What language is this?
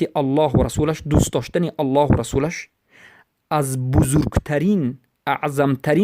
Tajik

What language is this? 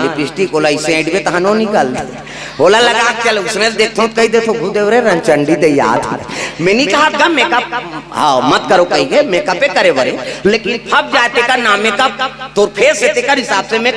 Chhattisgarhi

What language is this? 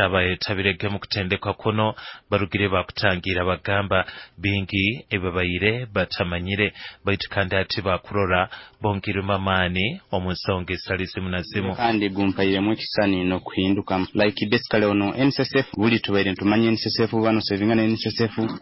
Nyoro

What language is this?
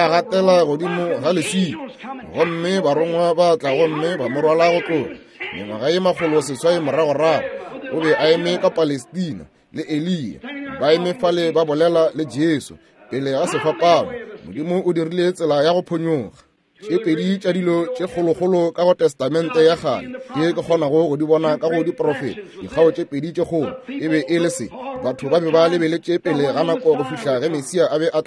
Northern Sotho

